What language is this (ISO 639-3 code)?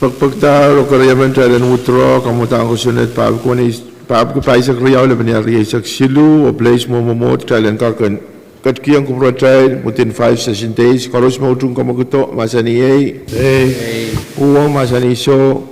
pon